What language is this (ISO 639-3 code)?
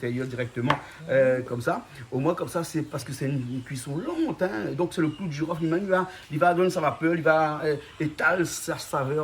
rcf